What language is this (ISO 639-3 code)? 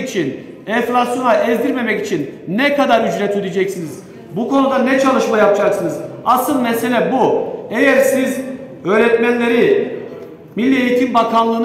tur